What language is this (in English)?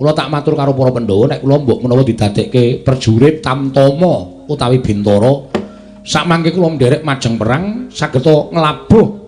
Javanese